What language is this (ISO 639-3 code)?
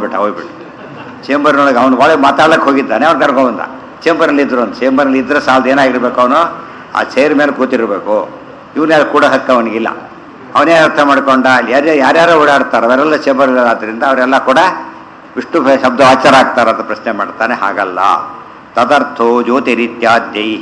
kan